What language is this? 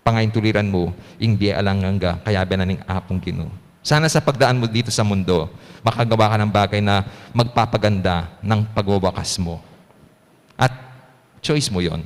Pampanga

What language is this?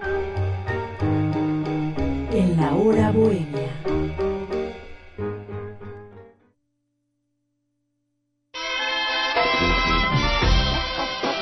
Spanish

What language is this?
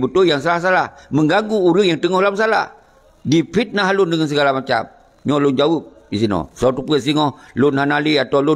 Achinese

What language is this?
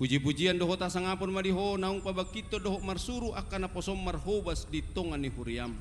Batak Toba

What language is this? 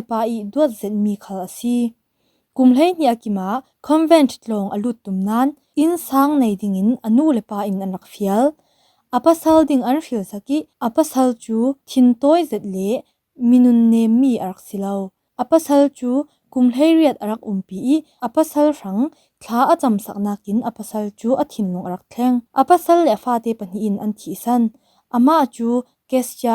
Falam Chin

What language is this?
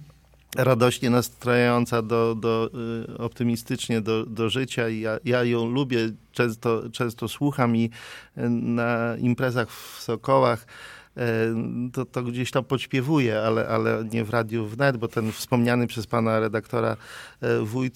Polish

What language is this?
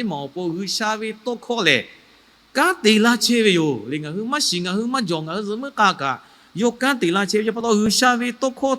Lahu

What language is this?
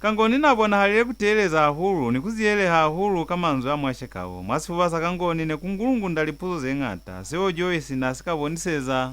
Lozi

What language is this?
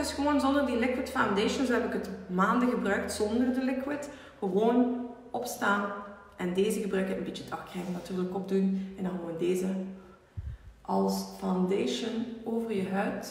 Dutch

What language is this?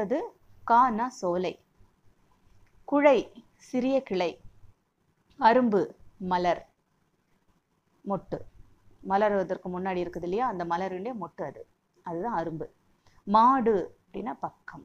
Tamil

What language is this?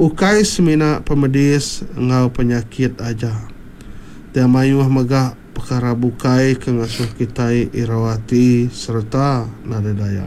Iban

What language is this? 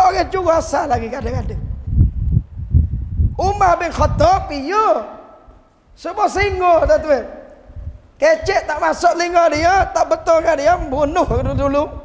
Malay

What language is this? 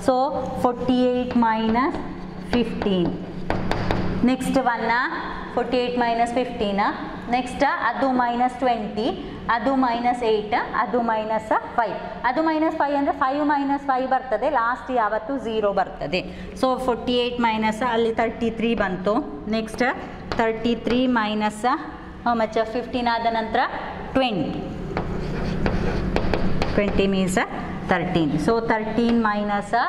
Kannada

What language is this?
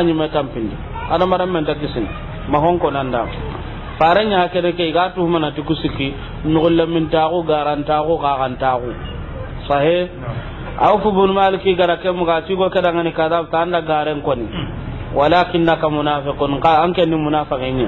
Soninke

